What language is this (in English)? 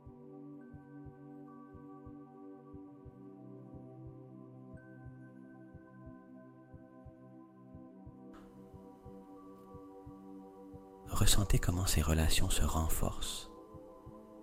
French